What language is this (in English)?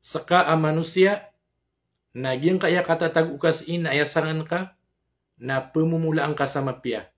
Maranao